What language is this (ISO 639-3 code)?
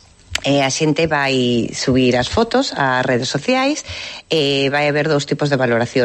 glg